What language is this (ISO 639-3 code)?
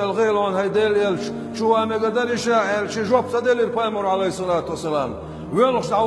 che